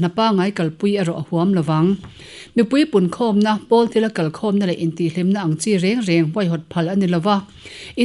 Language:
Mizo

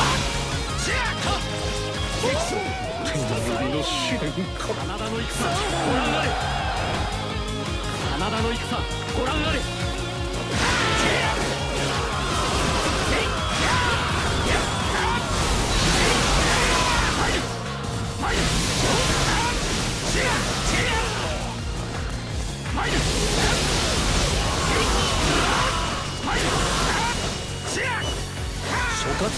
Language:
Japanese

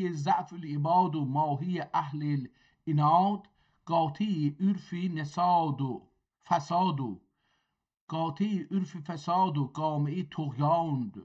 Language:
South Azerbaijani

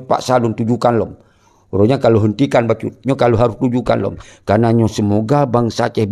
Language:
Achinese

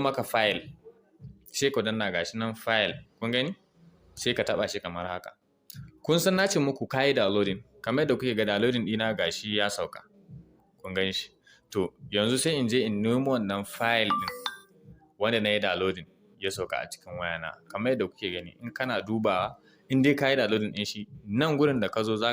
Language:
Hausa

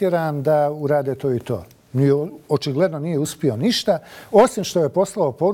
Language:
Bosnian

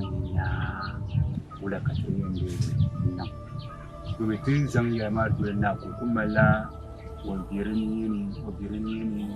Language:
Dagbani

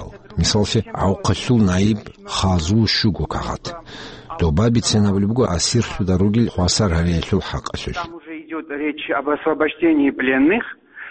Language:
Avaric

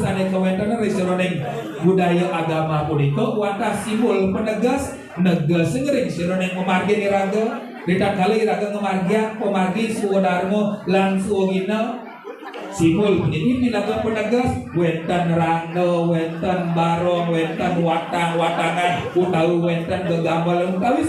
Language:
Balinese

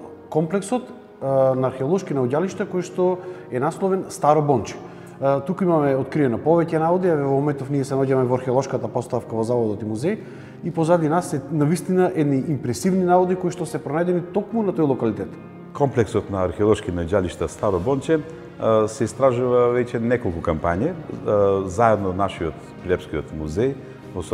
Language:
Macedonian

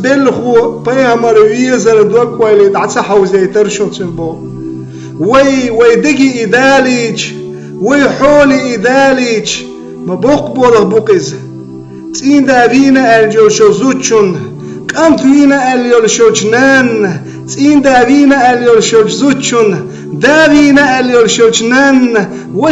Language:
Chechen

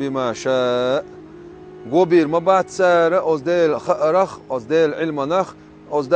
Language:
Chechen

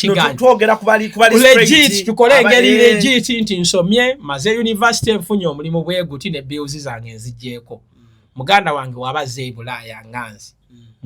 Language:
Ganda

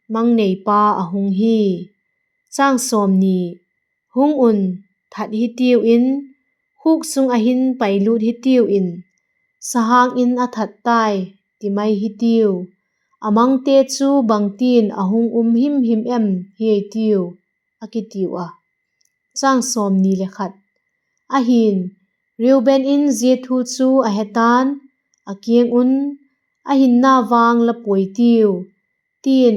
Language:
Vaiphei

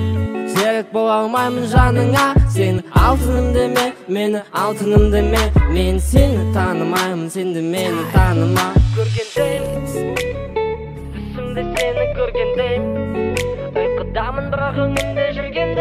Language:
Kazakh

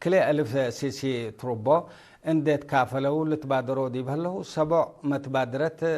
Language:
Tigre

